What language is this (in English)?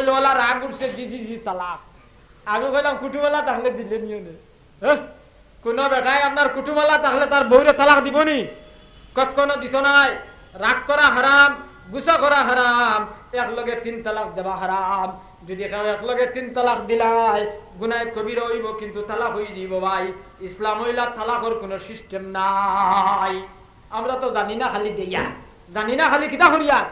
Sylheti